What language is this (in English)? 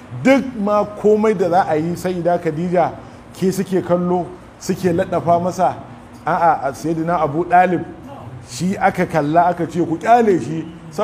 Hausa